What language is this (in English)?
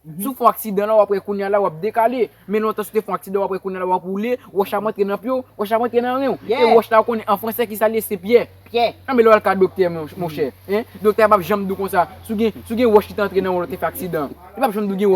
Haitian Creole